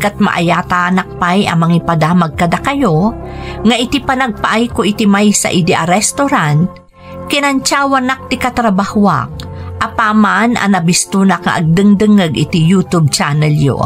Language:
Iloko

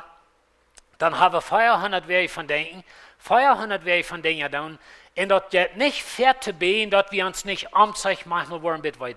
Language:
Plautdietsch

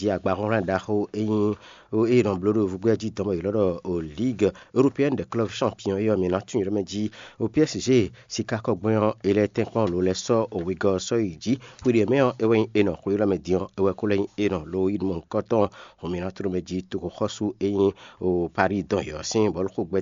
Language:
Fon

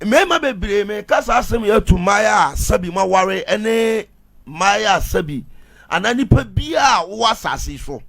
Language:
Akan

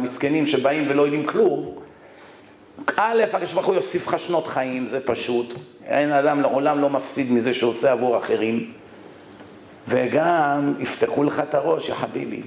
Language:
Hebrew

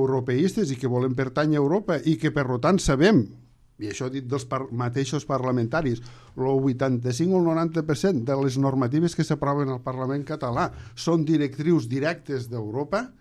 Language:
Catalan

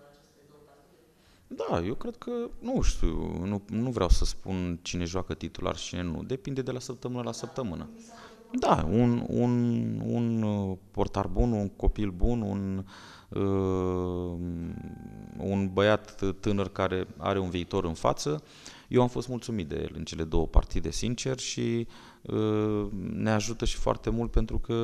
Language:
Romanian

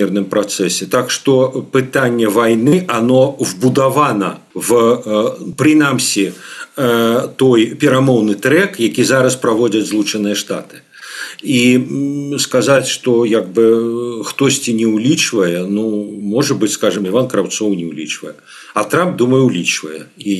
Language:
Belarusian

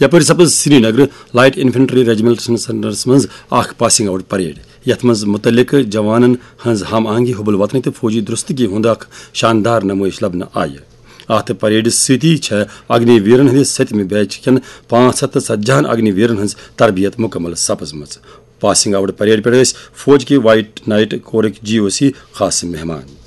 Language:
Kashmiri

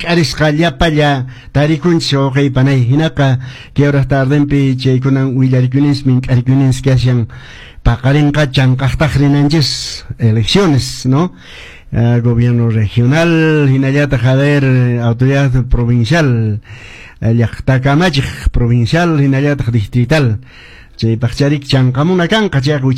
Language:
Quechua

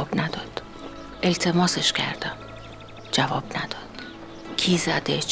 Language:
Persian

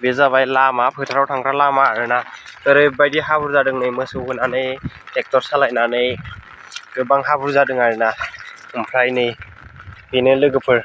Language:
Bodo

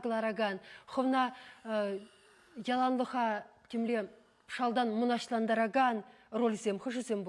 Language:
Chuvash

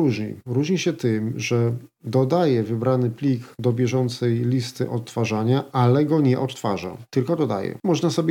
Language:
Polish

